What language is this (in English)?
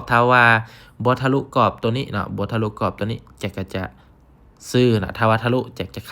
Lao